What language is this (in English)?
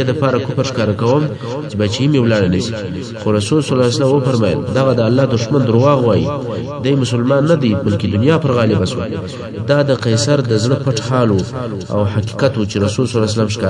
Pashto